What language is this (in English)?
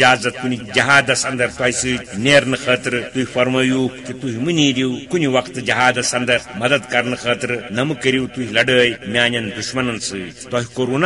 Kashmiri